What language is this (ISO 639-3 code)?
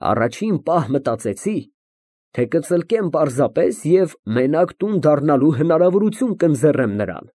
hye